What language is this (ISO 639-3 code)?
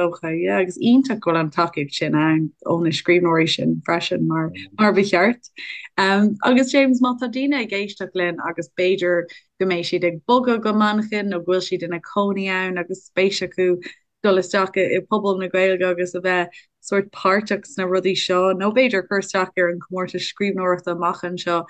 gle